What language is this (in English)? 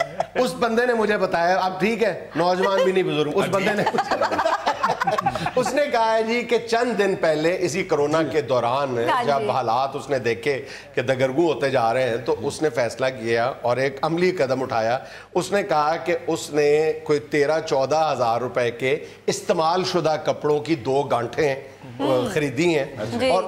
Urdu